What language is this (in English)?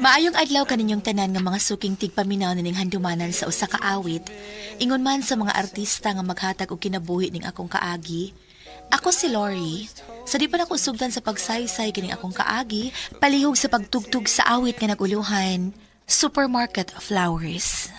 Cebuano